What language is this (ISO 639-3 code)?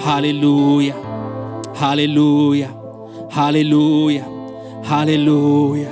amh